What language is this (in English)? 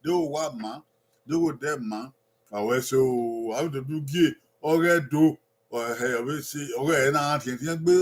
Bini